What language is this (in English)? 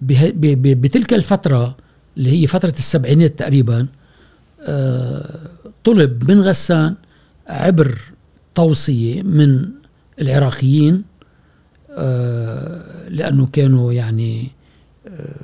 Gulf Arabic